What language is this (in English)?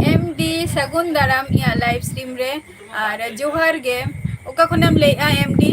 Santali